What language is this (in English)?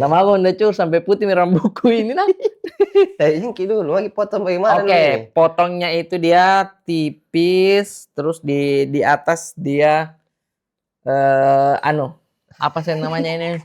Makassar Malay